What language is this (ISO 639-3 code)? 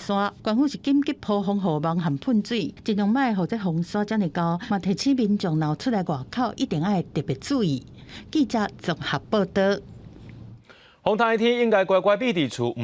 nan